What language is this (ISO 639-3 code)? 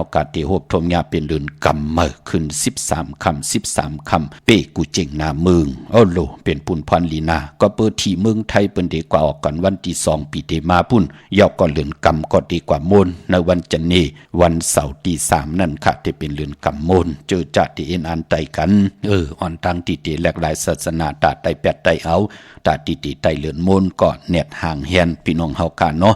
shn